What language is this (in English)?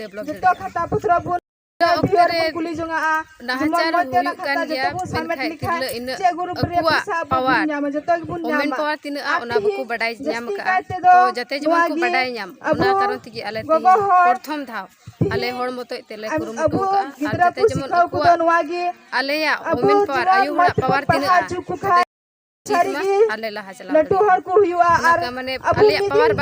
Santali